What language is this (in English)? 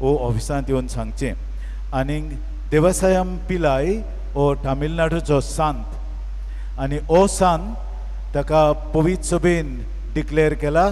Konkani